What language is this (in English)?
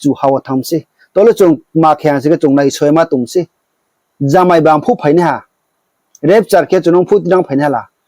Riang (India)